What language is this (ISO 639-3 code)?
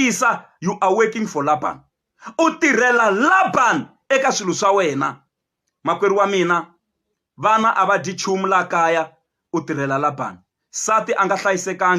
tso